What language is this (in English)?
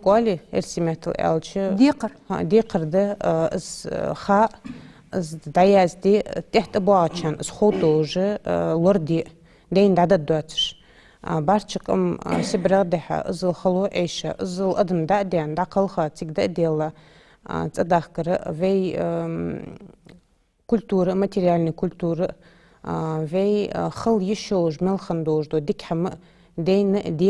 Ingush